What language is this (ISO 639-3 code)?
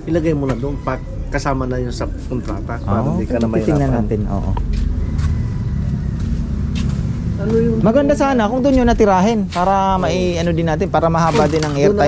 fil